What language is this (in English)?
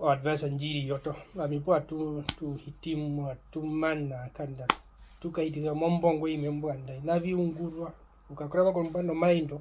Herero